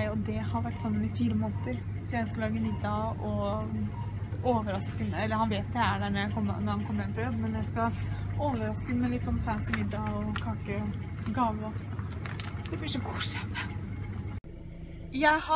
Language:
Norwegian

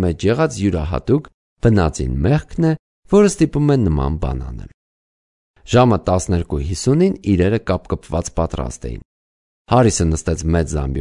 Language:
Armenian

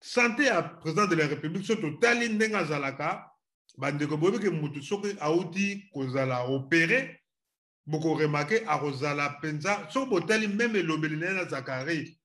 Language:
Lingala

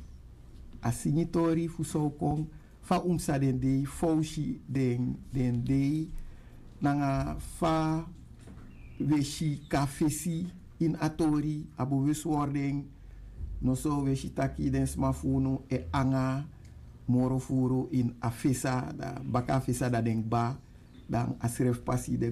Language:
Sranan Tongo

